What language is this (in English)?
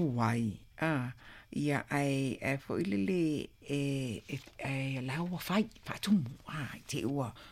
Samoan